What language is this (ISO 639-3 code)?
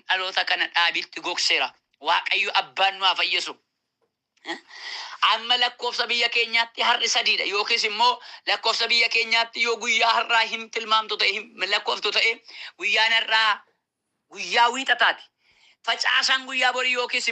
orm